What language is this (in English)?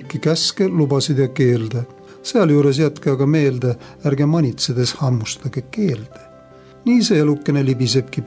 Estonian